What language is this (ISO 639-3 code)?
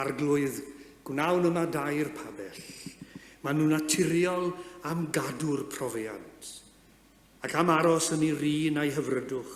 cym